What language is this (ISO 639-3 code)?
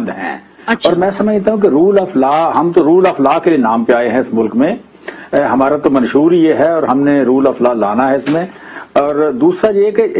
urd